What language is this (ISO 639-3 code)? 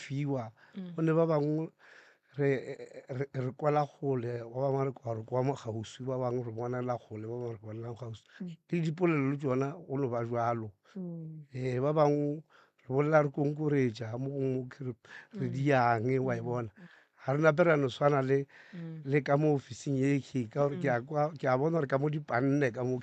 nso